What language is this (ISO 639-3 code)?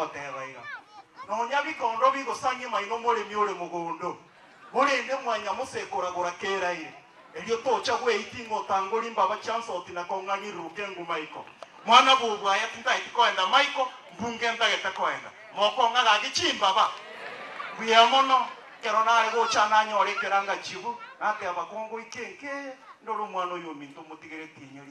guz